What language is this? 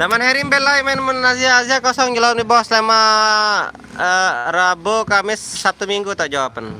Sasak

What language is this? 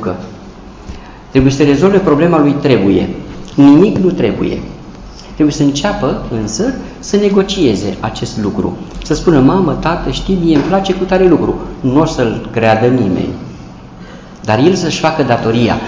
Romanian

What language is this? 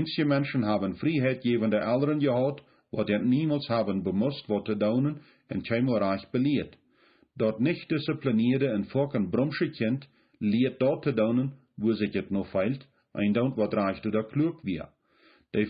Plautdietsch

